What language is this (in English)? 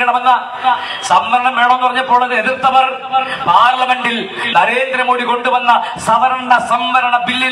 Malayalam